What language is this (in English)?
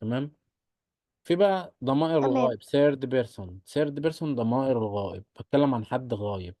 Egyptian Arabic